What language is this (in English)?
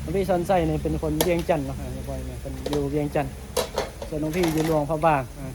Northeastern Thai